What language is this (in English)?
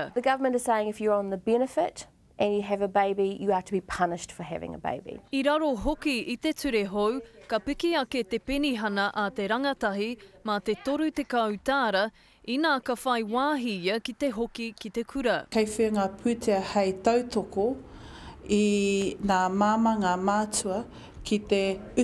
Māori